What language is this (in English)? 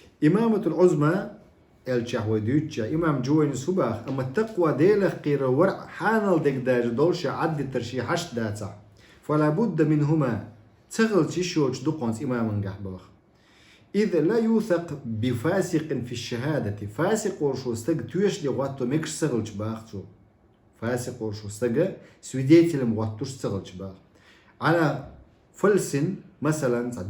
Chechen